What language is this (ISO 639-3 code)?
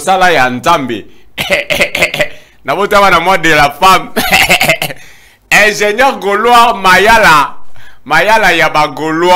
lin